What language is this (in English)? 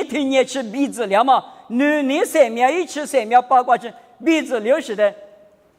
Lisu